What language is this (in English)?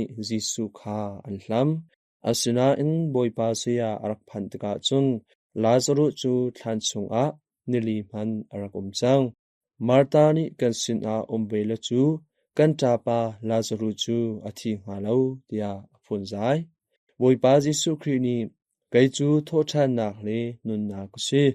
Hakha Chin